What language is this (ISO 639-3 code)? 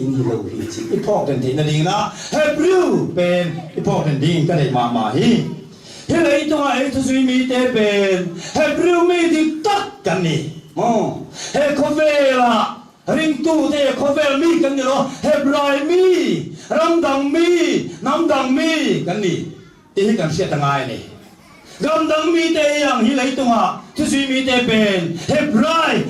ctd